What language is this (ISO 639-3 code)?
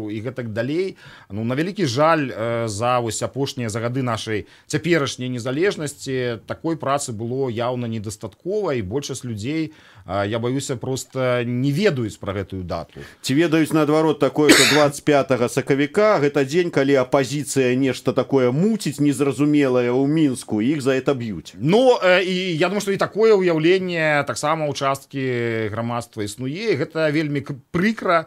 bel